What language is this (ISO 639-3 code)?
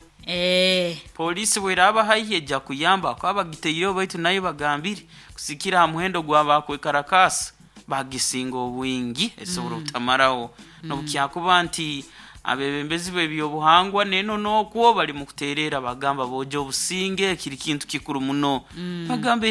nyo